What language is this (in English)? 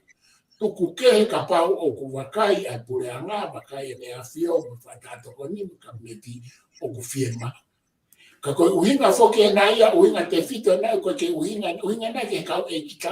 Tongan